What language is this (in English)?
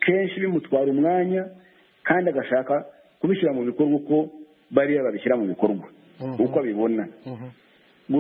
Kinyarwanda